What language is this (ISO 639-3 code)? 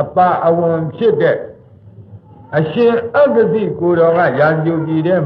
mya